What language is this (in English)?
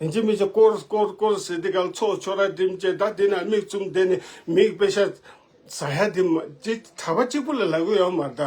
Tibetan